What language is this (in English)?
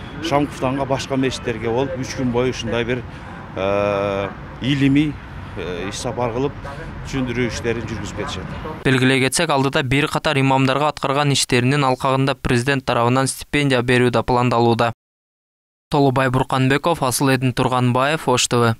Kyrgyz